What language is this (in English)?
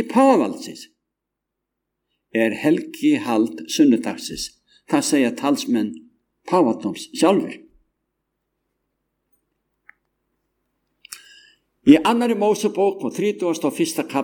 Icelandic